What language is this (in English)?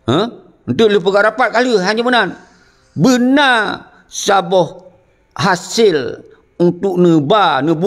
Achinese